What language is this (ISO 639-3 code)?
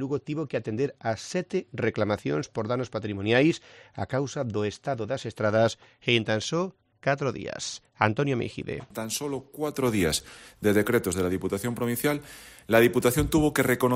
glg